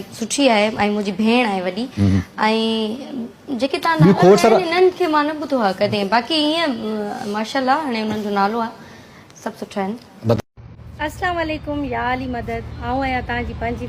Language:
Sindhi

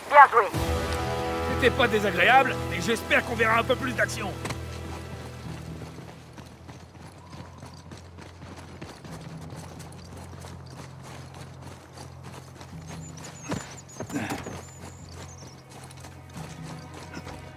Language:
French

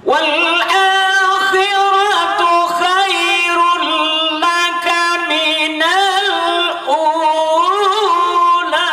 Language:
Achinese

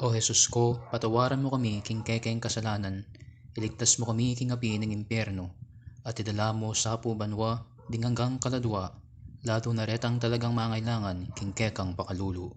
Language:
Pampanga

